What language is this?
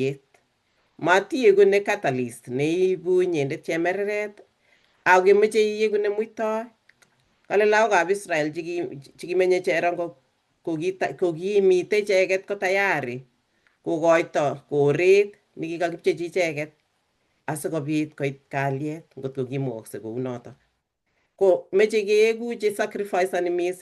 Kalenjin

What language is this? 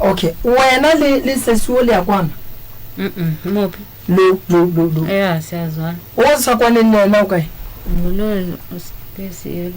Northern Sotho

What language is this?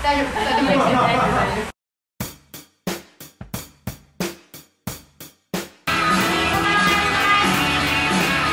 Japanese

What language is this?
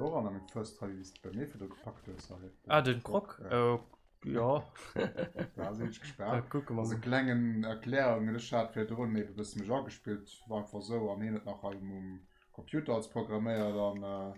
Luxembourgish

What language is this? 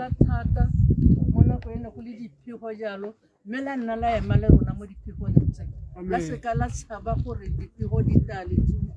Tswana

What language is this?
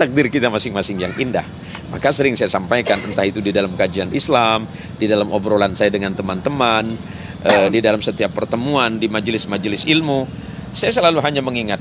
Indonesian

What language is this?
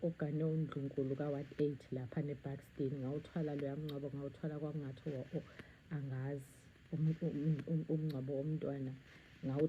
Zulu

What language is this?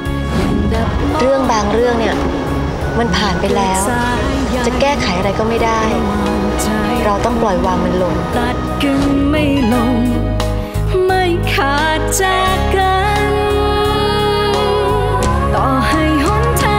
Thai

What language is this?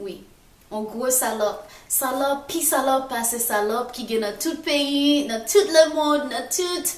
Haitian Creole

